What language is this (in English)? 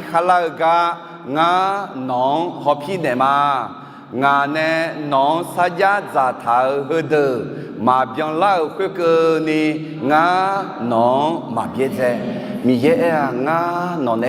Akha